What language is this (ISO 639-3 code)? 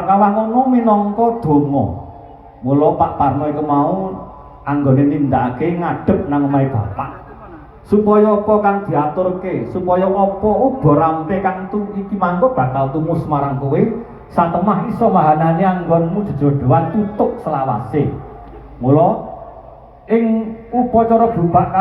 jav